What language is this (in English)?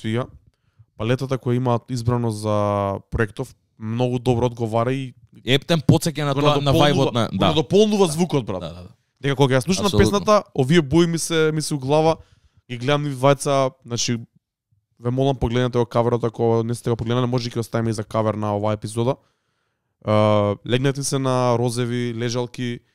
Macedonian